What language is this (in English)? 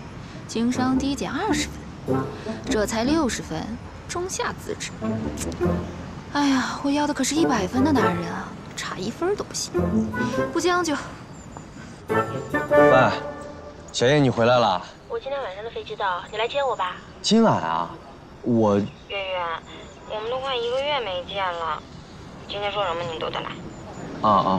Chinese